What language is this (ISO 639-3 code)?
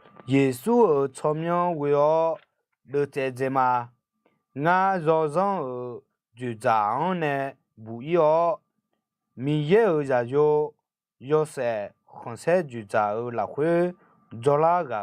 ahk